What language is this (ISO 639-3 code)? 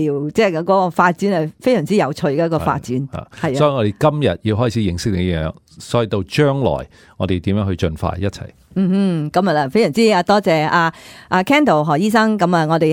yue